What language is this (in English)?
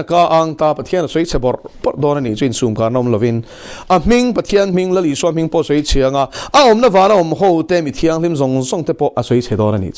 Mizo